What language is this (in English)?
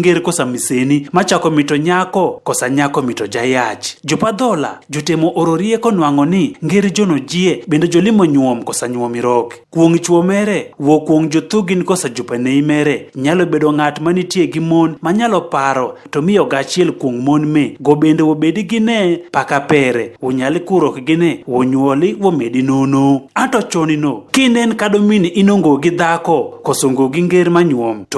Adhola